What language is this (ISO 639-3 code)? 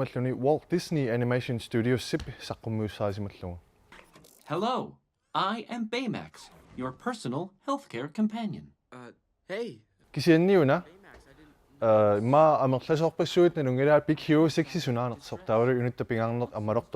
kal